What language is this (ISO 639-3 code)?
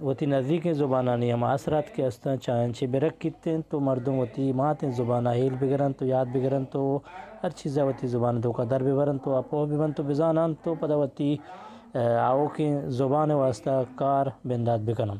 bgp